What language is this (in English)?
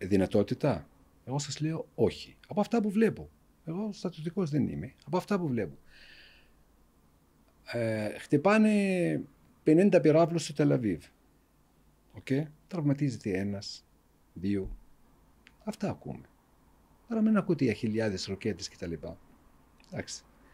Greek